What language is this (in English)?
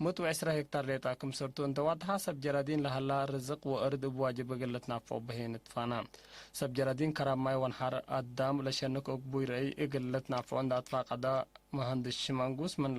Tigre